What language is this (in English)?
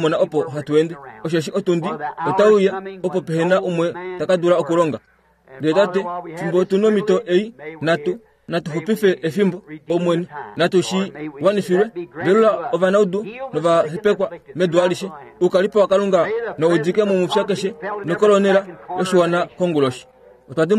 Kuanyama